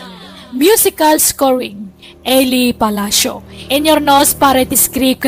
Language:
Iloko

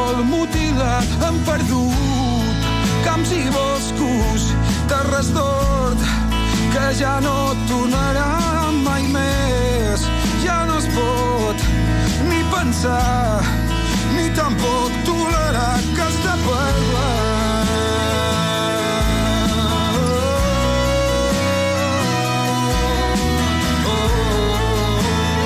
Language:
Catalan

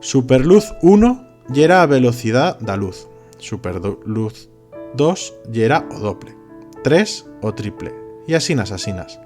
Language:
Aragonese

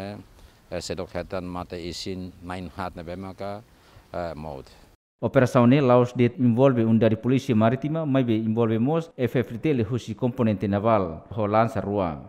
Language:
Tetum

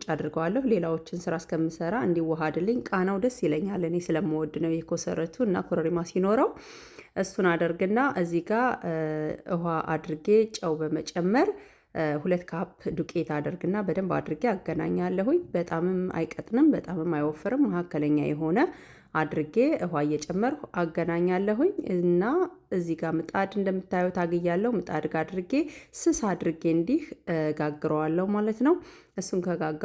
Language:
Amharic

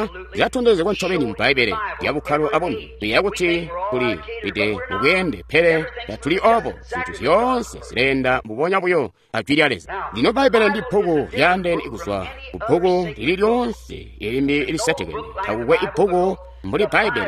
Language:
Tonga (Zambia)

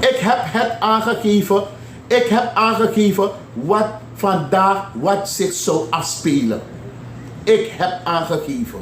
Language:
Sranan Tongo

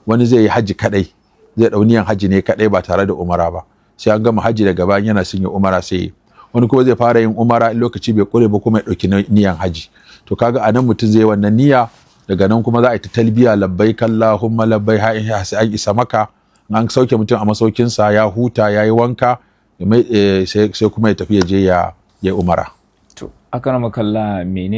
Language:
Hausa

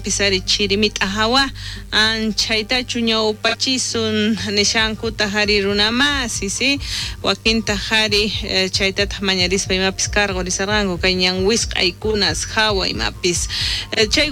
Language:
South Bolivian Quechua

